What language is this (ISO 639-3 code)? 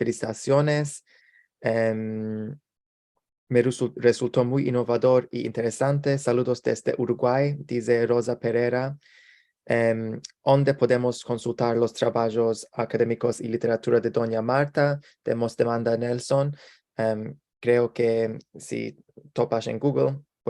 lad